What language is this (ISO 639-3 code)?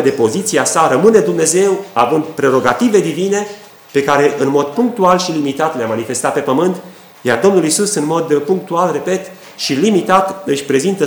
ron